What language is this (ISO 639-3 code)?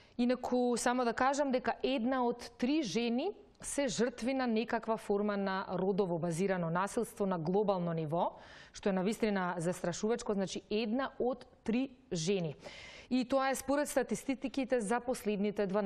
mkd